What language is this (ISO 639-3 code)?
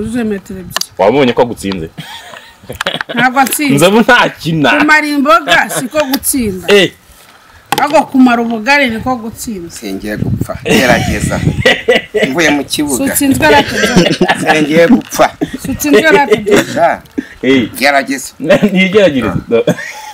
kin